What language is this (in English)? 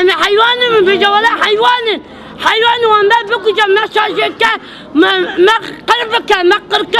Kurdish